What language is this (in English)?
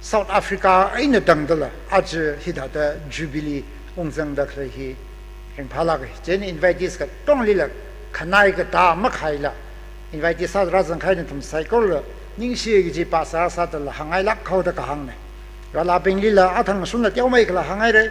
Tangkhul Naga (India)